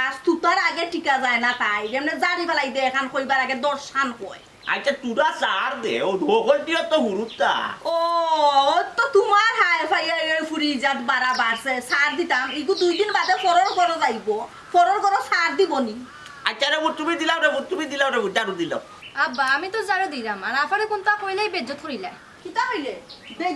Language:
Sylheti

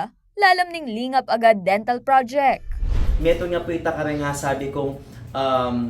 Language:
Pampanga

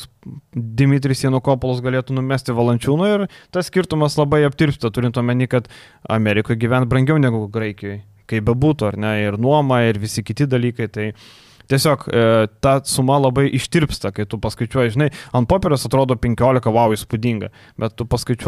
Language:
Lithuanian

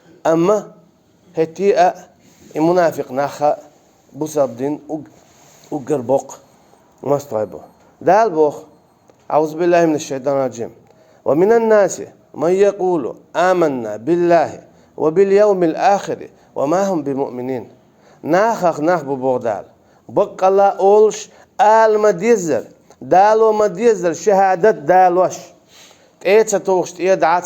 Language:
Chechen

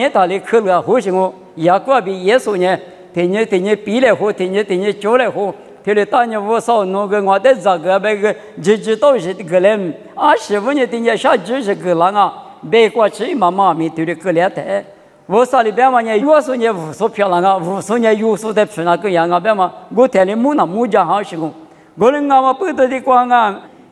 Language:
Lisu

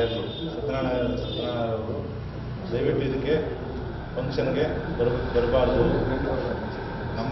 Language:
Kannada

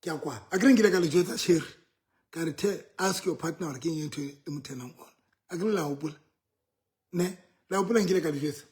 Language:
Southern Sotho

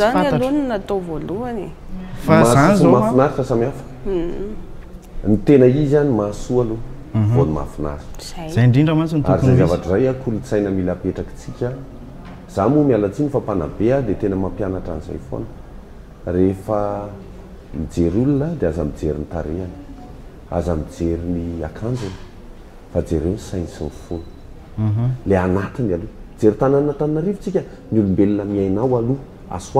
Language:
Malagasy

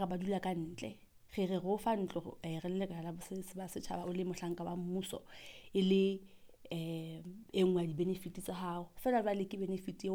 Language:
Southern Sotho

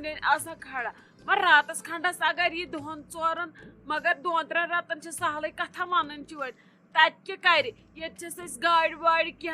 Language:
Kashmiri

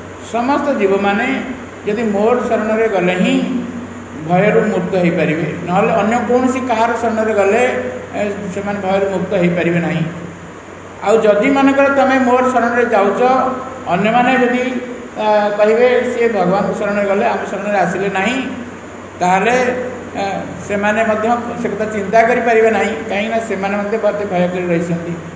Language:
Odia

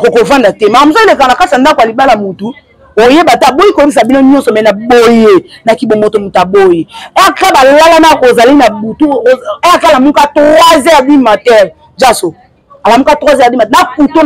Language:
Lingala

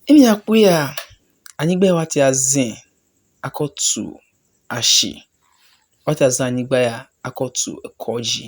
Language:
Ewe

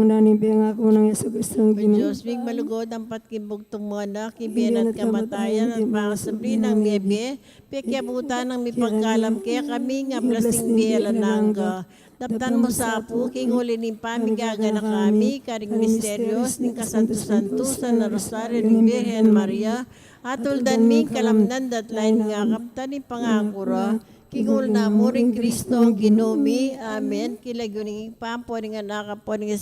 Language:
Pampanga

